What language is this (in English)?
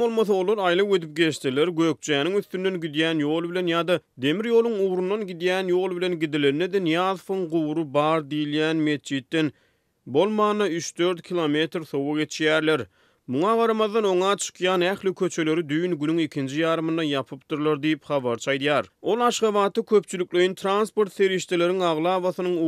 Turkmen